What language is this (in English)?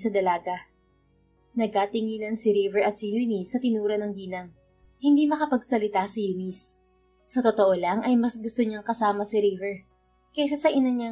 Filipino